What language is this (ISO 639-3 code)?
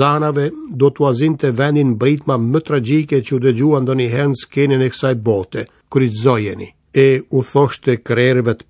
sqi